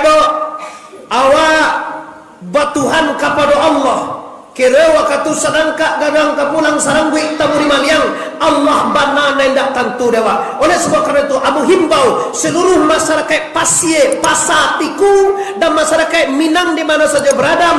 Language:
Minangkabau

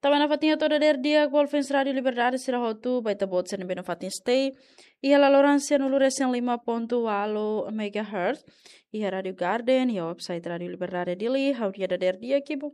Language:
Tetum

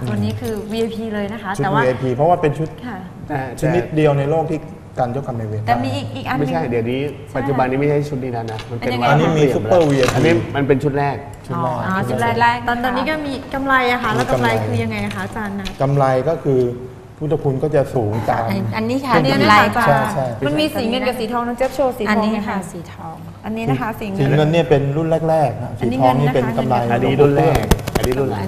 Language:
Thai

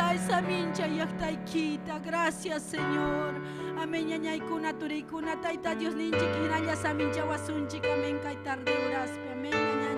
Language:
Ayacucho Quechua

